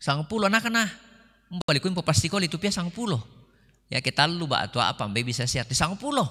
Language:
Toraja-Sa'dan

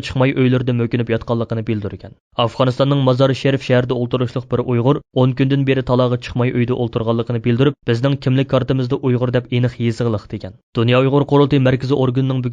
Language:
Uyghur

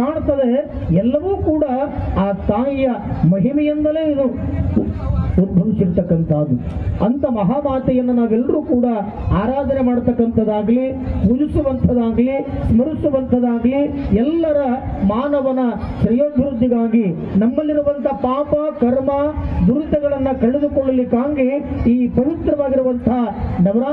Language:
Kannada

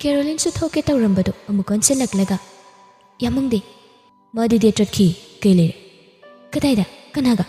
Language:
Manipuri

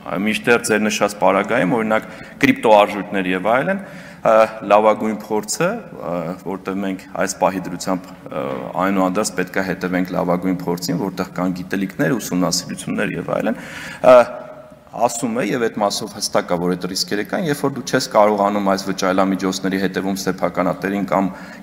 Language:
Armenian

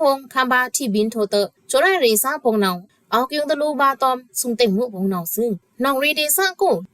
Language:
Pa'o Karen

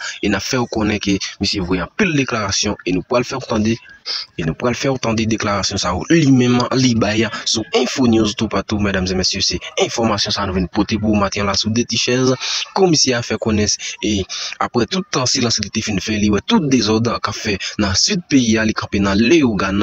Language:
Haitian Creole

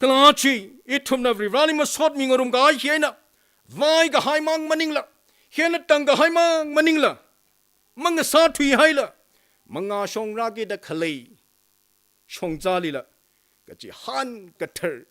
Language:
Tangkhul Naga (India)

